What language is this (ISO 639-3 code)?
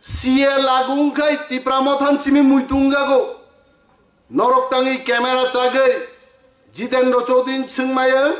trp